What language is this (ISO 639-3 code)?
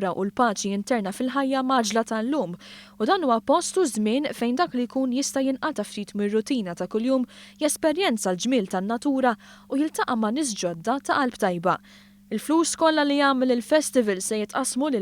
mlt